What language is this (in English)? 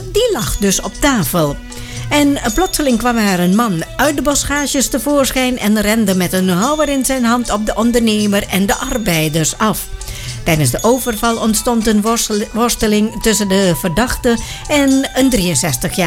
Dutch